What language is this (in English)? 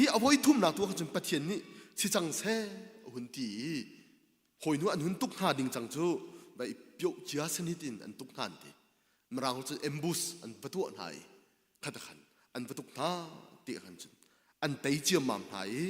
Hakha Chin